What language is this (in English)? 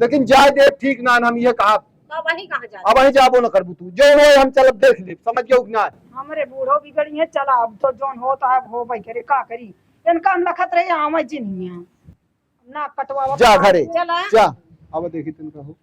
Awadhi